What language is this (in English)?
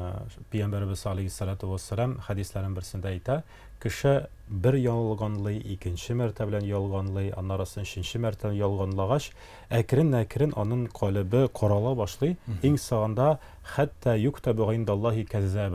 Tatar